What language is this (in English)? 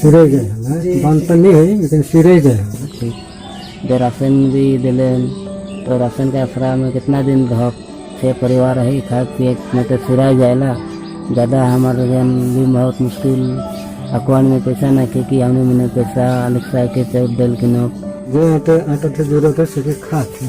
Sadri